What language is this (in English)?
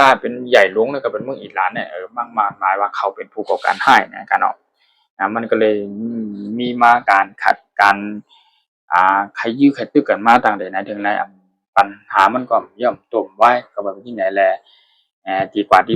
Shan